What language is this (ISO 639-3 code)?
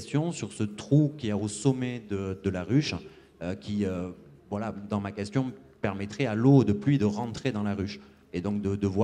fra